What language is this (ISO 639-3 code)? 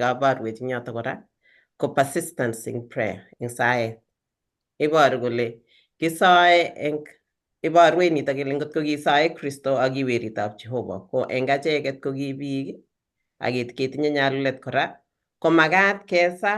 kln